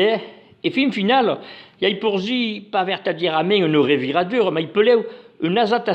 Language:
Occitan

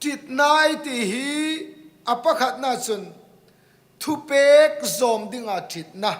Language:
Hmar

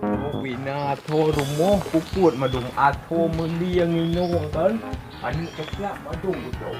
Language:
Achinese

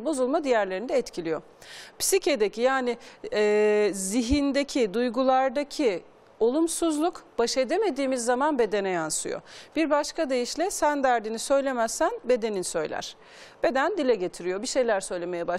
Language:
Turkish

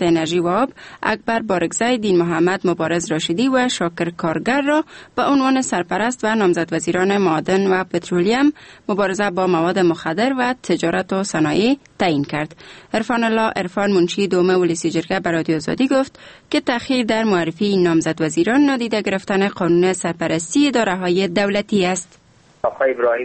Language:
Persian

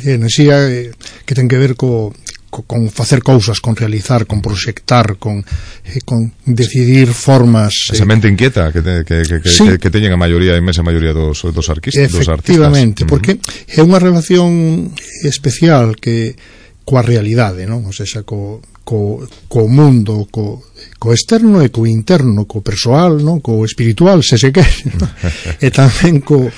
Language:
Galician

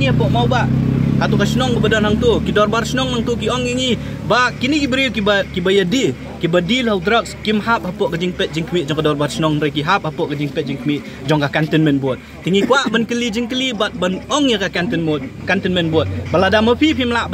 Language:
Khasi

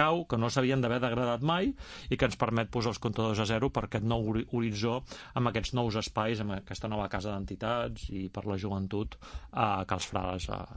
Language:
Catalan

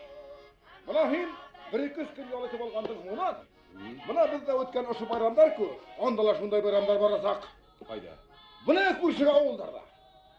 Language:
Bashkir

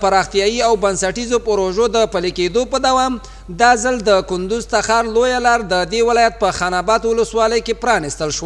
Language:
Pashto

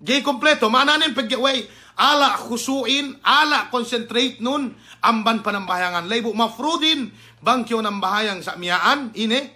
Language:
Yakan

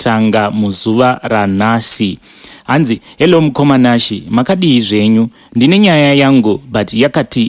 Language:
Shona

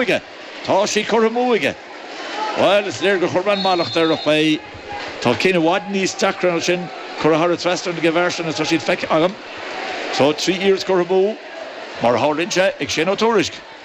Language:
Irish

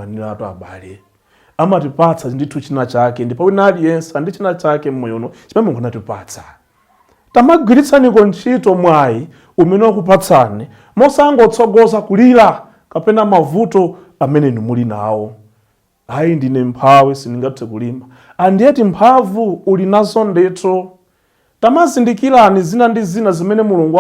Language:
Nyanja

